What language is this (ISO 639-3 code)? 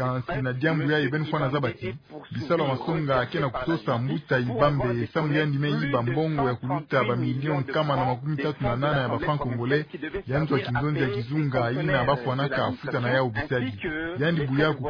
ktu